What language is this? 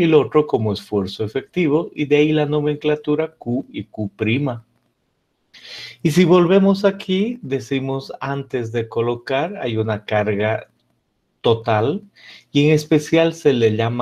Spanish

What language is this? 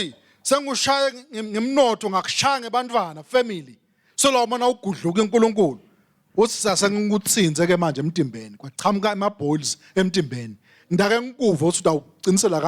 Swati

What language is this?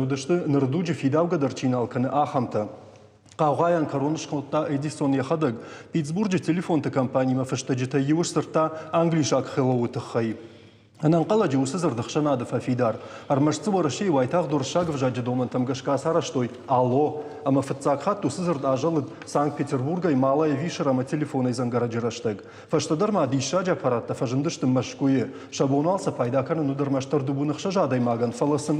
Ossetic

